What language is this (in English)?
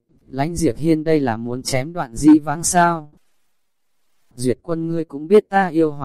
Vietnamese